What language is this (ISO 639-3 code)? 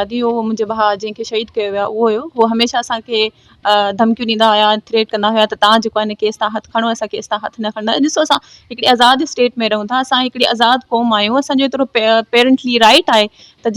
snd